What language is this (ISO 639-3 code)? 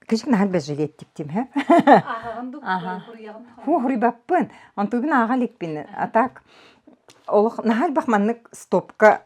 sah